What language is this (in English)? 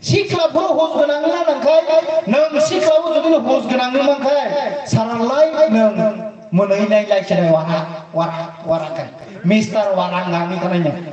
Kok Borok